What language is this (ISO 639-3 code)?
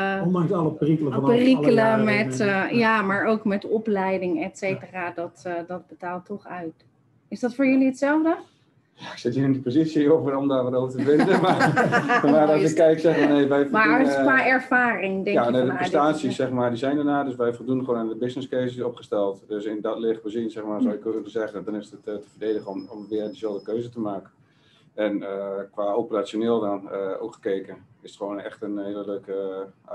nld